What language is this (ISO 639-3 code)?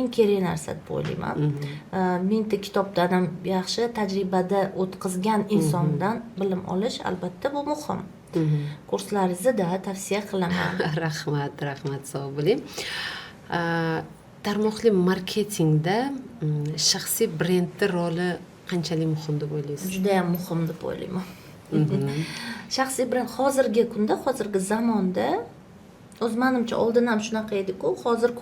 uzb